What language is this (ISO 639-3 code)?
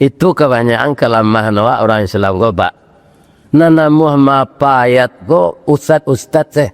min